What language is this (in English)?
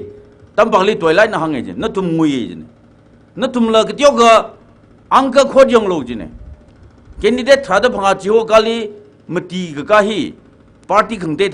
Tangkhul Naga (India)